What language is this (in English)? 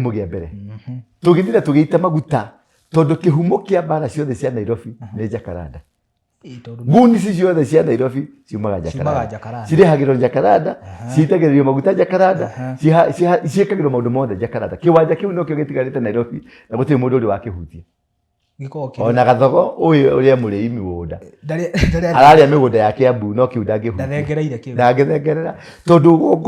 Kikuyu